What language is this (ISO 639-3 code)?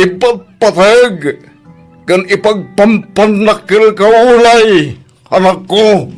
ilo